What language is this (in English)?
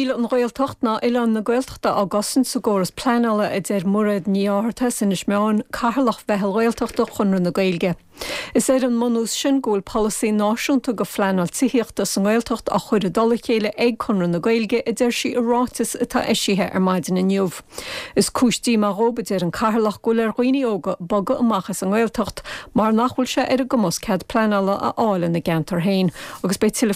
Irish